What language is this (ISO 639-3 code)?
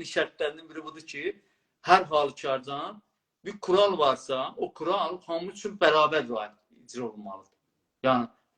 azb